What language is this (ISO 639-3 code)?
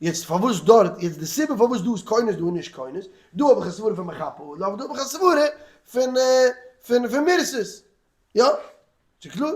yid